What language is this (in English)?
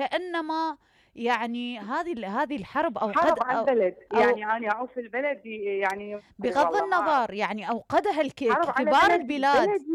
Mesopotamian Arabic